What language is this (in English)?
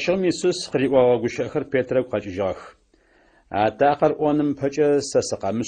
Adyghe